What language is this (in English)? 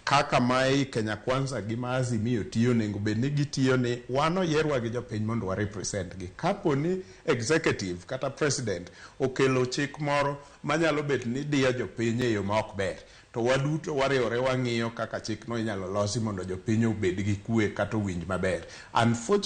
Luo (Kenya and Tanzania)